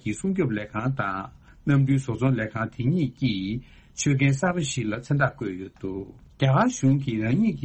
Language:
Tibetan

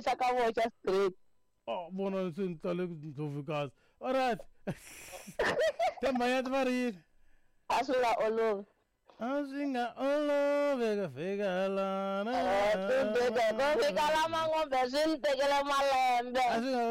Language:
Tsonga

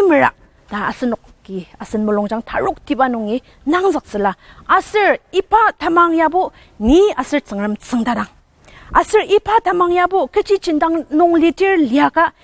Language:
Ao Naga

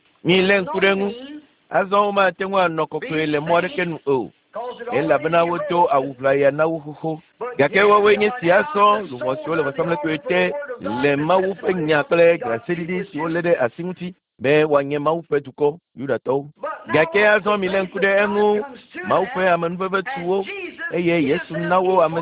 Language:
Ewe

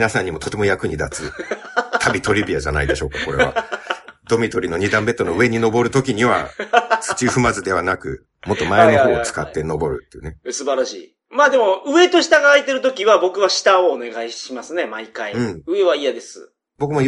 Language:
Japanese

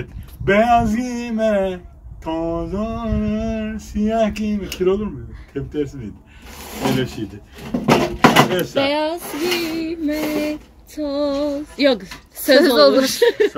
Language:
Turkish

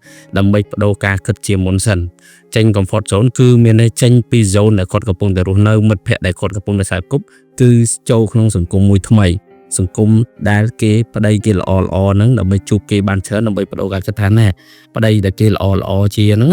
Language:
Khmer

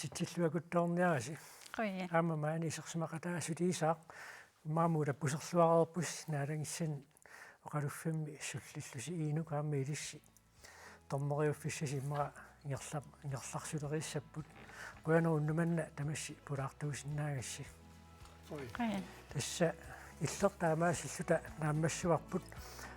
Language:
Kalaallisut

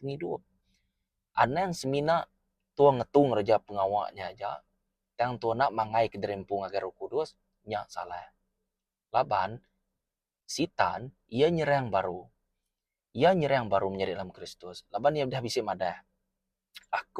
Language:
Iban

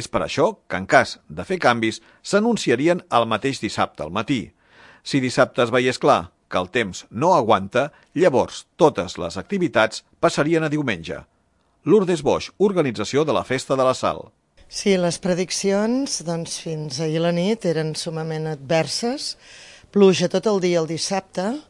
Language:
Catalan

